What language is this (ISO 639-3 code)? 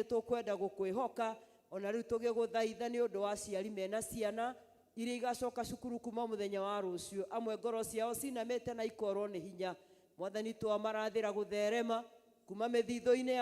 kik